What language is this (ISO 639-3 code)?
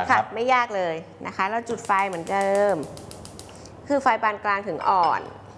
tha